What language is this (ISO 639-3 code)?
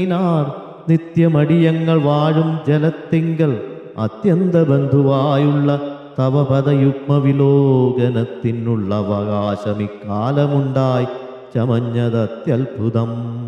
mal